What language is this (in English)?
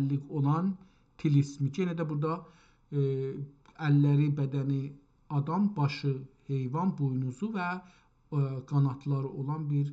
South Azerbaijani